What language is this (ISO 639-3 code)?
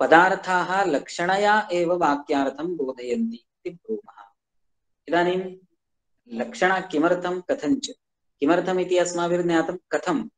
san